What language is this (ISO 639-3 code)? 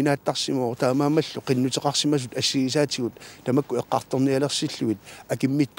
kal